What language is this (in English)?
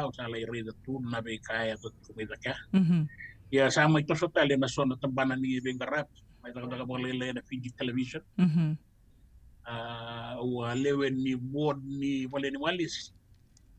Fijian